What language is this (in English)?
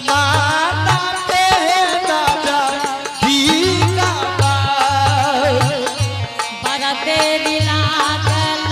Angika